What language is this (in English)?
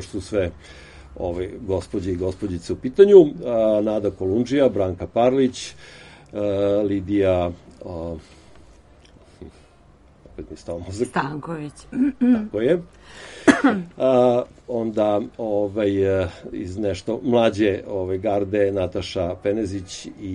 Serbian